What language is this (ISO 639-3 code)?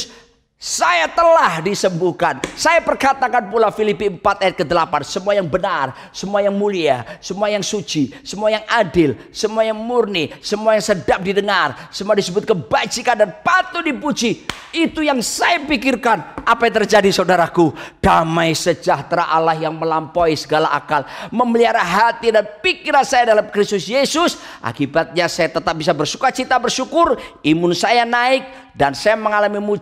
ind